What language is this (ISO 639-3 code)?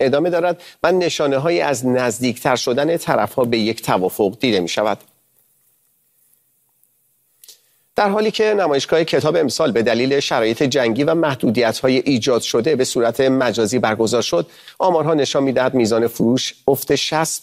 fas